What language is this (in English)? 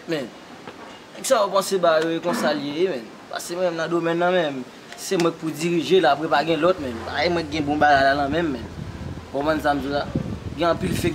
Haitian Creole